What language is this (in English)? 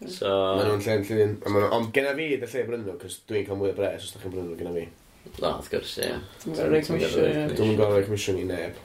Welsh